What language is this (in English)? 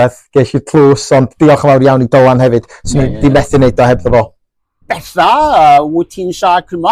Welsh